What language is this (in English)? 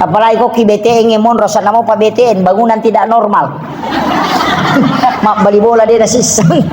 Buginese